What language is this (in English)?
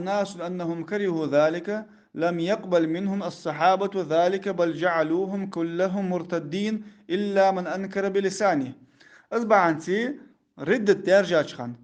Ingush